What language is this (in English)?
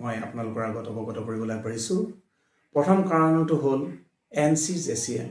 Assamese